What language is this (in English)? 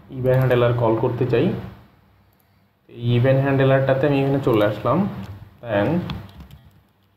Bangla